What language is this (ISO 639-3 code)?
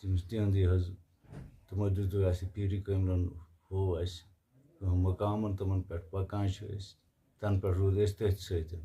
kas